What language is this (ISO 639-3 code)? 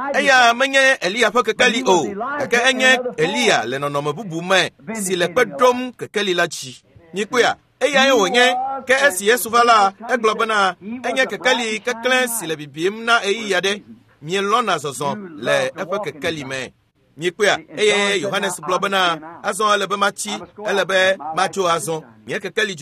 ewe